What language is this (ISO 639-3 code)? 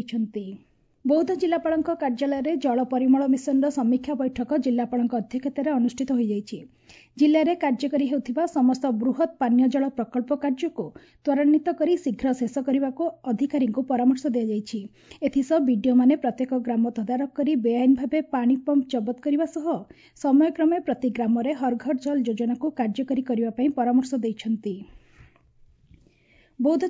ori